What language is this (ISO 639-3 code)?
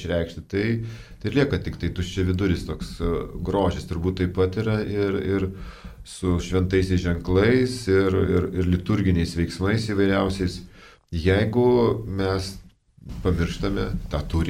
lit